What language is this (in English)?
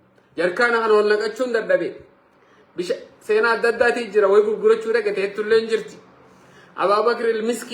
Oromo